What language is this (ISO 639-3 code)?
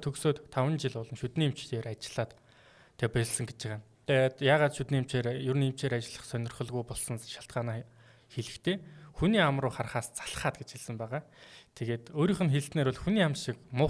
mon